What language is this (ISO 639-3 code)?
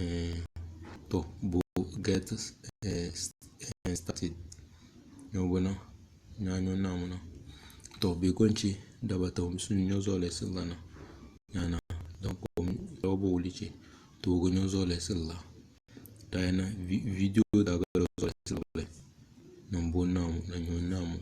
kdh